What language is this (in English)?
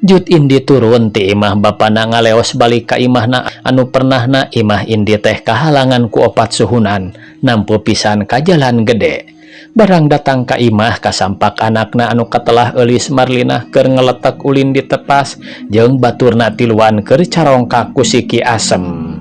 Sundanese